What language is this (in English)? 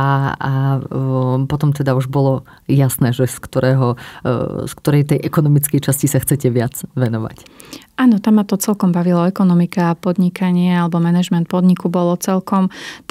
Slovak